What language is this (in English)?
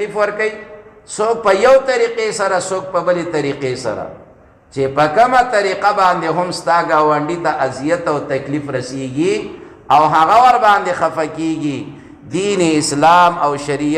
Pashto